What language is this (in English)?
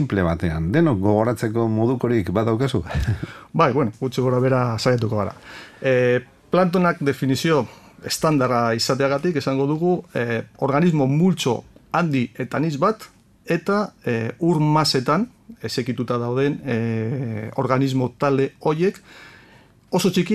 Basque